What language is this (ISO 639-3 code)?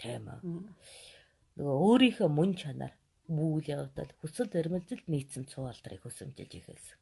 mon